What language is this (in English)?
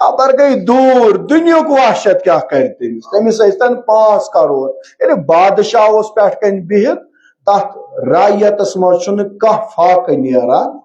Kashmiri